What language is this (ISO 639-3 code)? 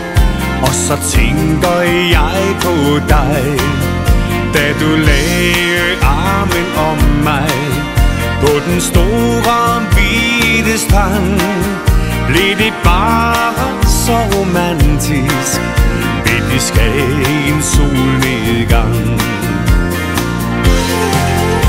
dan